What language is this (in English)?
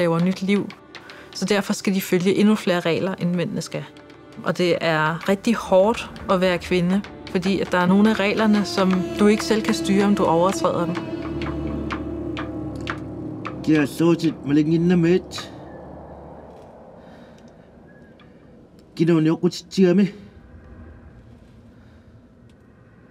Danish